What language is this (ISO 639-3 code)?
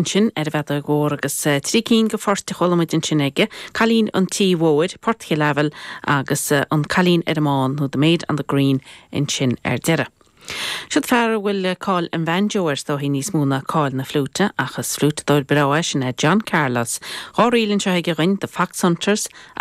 gle